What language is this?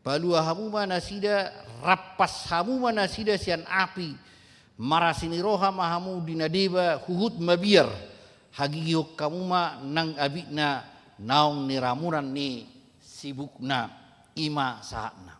Batak Toba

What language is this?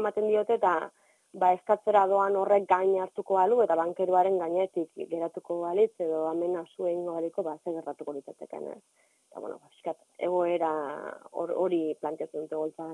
Basque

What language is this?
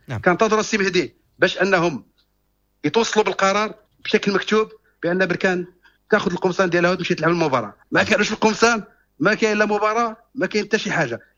Moroccan Arabic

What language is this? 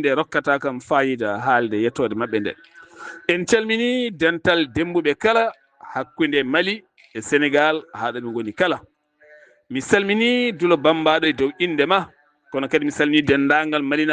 Fula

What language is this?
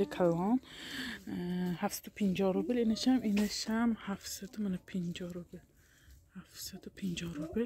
Tajik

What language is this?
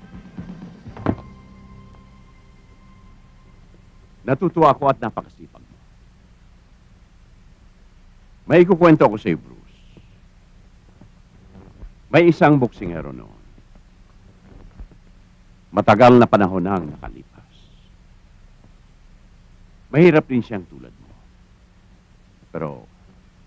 Filipino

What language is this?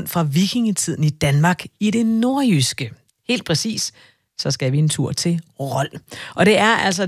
Danish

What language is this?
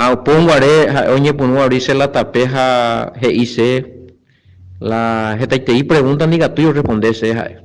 Guarani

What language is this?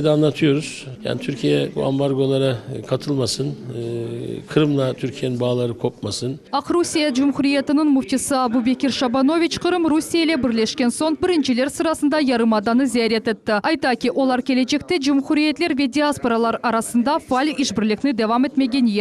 Crimean Tatar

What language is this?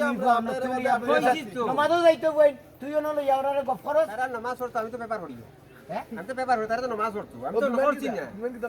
Sylheti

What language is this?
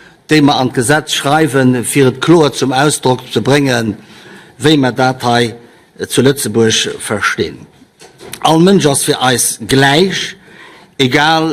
Luxembourgish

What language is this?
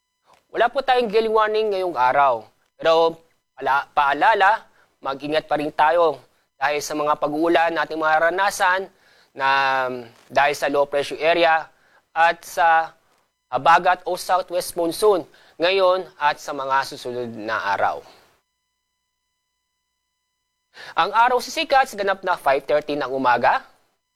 Filipino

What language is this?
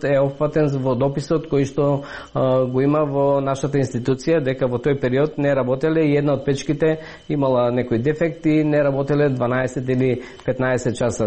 Macedonian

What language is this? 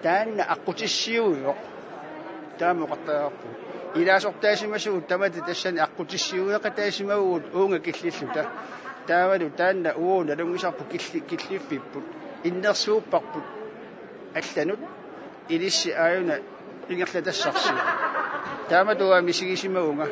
Kalaallisut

